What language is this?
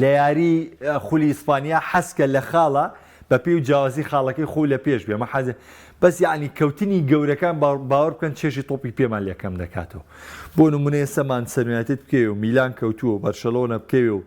Central Kurdish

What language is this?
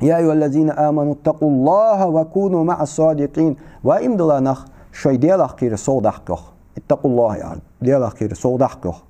Ingush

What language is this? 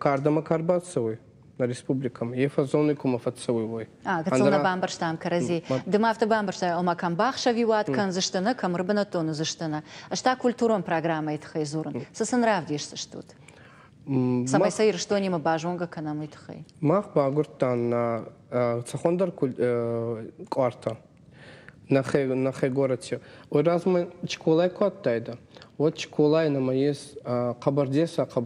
Ossetic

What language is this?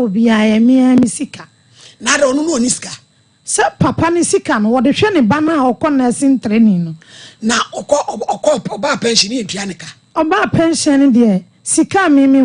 Akan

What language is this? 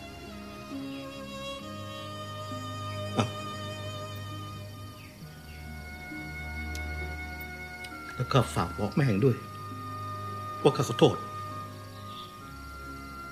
Thai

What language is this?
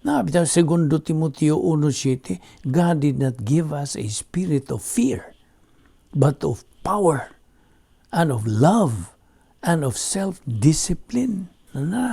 Cebuano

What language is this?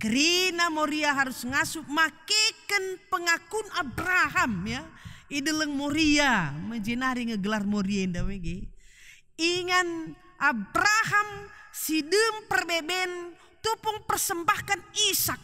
Batak Karo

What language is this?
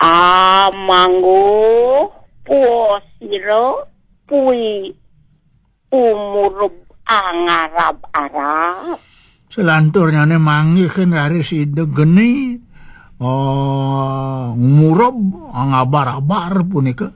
Balinese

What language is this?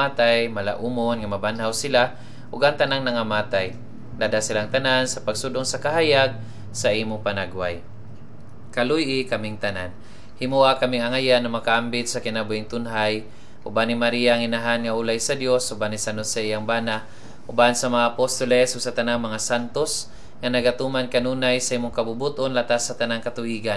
Cebuano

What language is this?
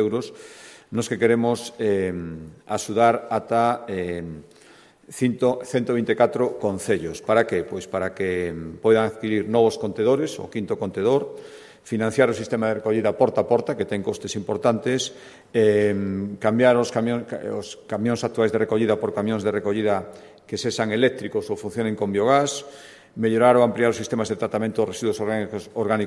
Galician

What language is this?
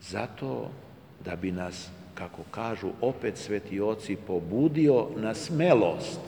Serbian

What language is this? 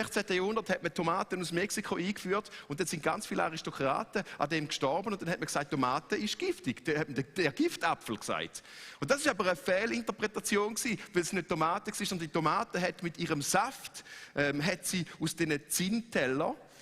Swiss German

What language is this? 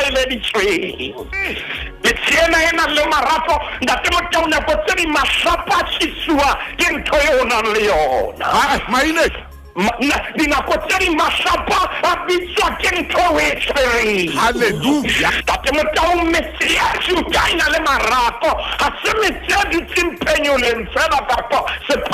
Southern Sotho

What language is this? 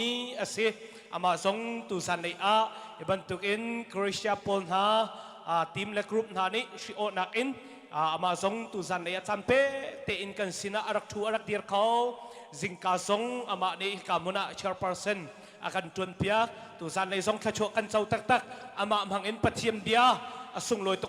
Hakha Chin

